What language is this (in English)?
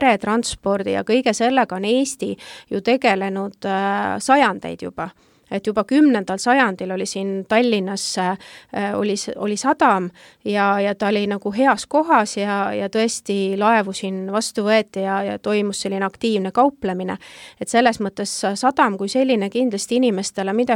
Estonian